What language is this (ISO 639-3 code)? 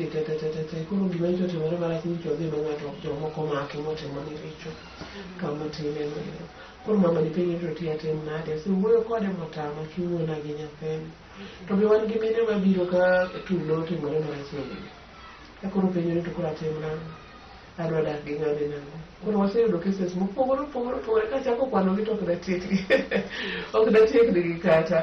luo